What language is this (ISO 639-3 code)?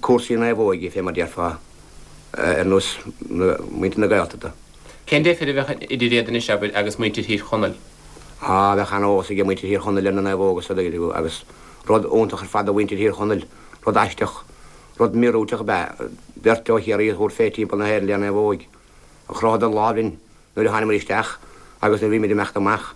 gle